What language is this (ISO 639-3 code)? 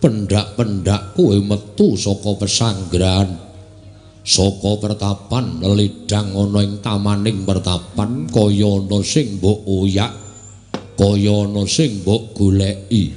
jav